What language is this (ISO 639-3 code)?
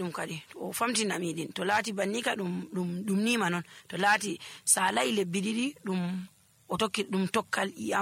fuv